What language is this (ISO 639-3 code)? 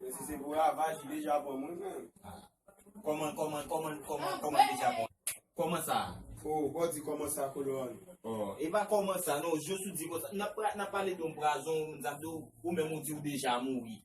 hat